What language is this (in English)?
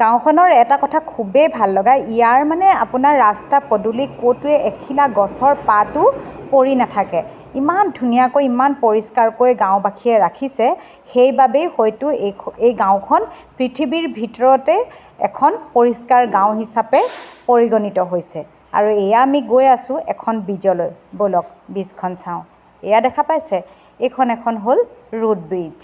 Assamese